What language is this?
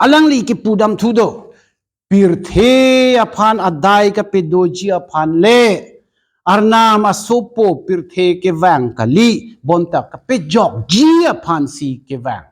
Karbi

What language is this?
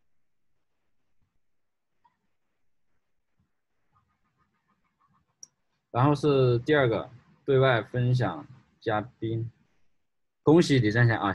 Chinese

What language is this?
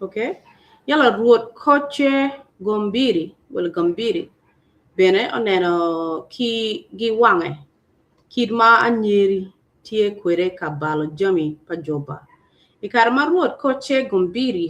Acoli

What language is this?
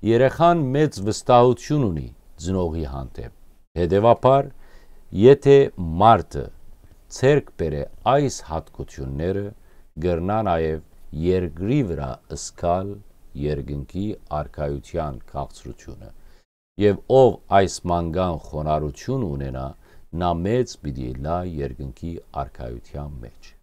Western Armenian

